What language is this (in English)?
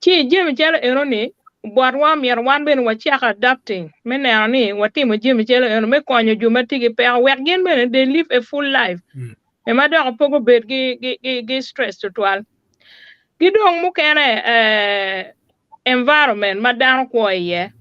Acoli